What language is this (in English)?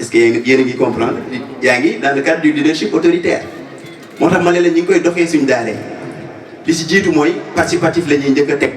Wolof